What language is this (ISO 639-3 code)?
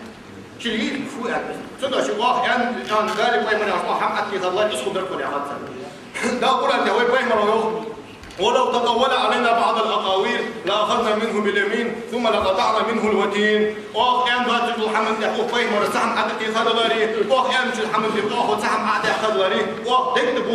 inh